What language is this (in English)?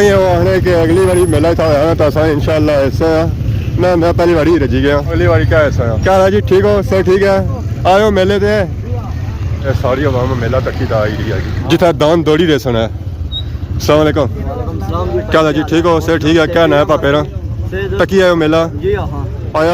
Pahari-Potwari